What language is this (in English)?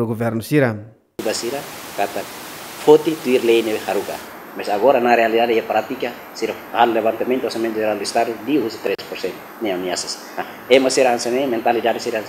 Tetum